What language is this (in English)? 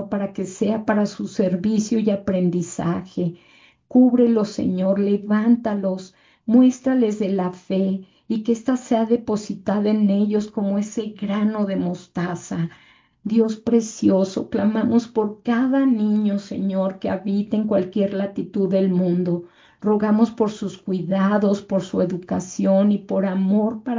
Spanish